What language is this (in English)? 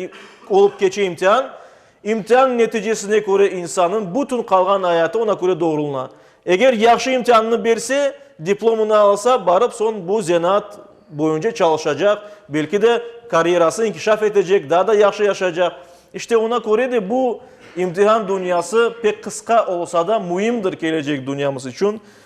Crimean Tatar